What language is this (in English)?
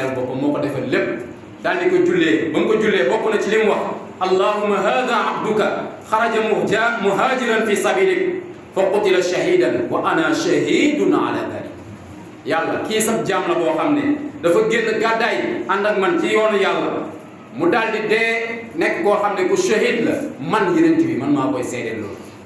Wolof